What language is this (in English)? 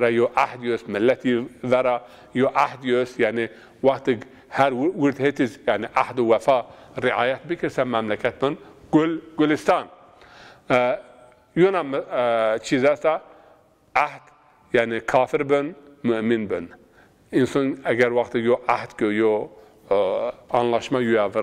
Zaza